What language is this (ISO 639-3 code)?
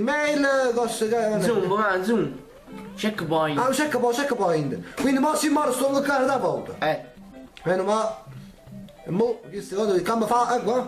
nap